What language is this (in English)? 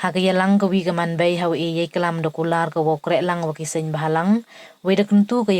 Pnar